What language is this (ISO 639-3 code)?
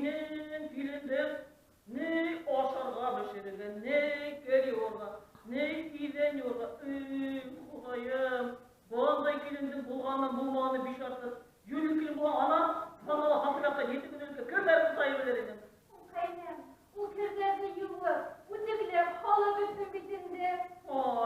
bak